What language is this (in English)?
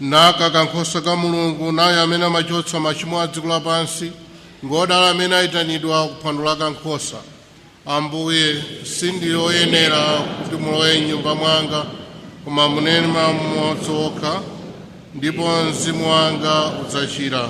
Nyanja